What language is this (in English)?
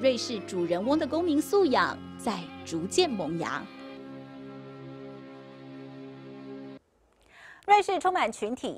Chinese